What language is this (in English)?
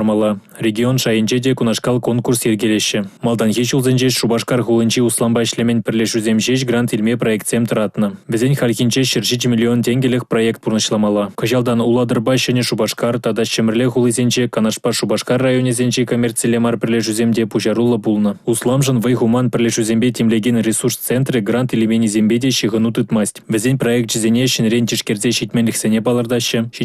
Chuvash